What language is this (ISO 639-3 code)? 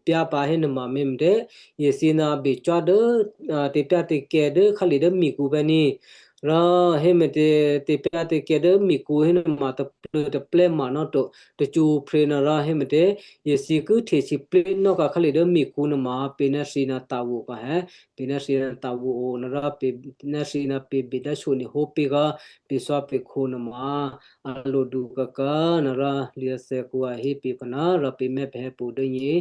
kyu